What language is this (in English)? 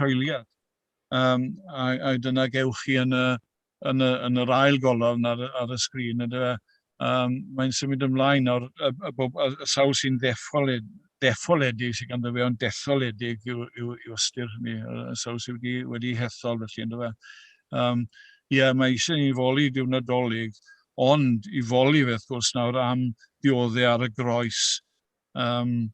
Welsh